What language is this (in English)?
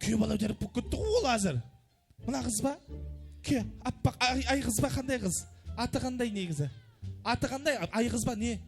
Kara-Kalpak